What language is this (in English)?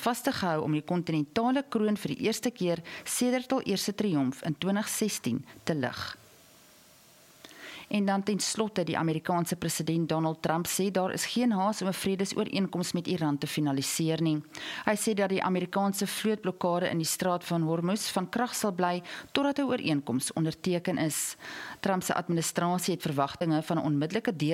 Afrikaans